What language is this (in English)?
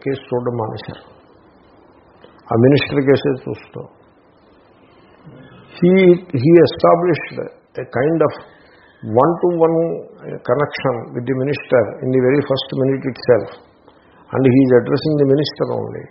Telugu